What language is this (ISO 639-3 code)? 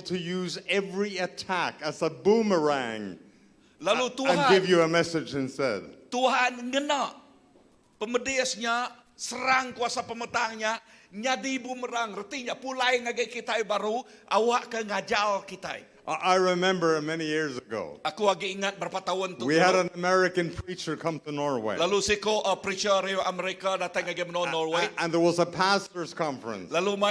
iba